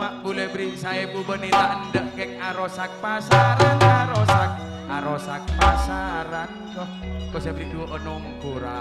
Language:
Madurese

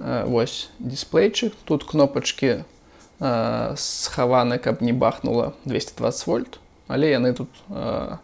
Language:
Belarusian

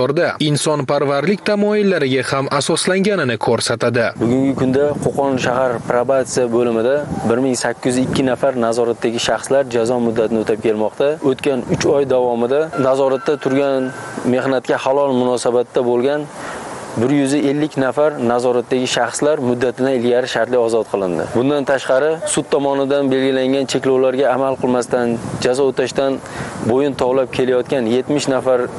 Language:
Uzbek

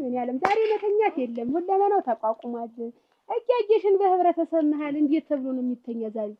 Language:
Amharic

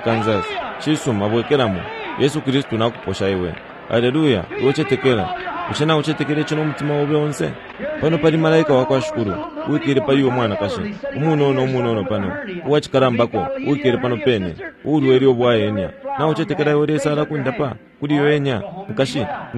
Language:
Bemba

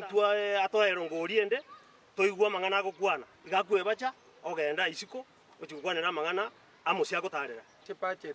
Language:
Gusii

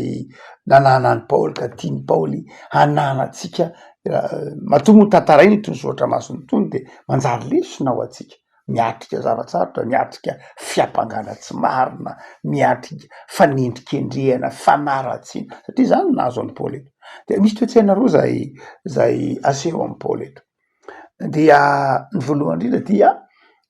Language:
Malagasy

